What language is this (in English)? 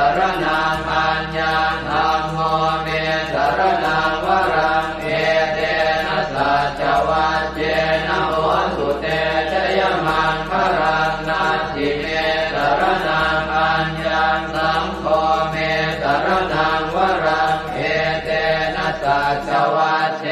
Pali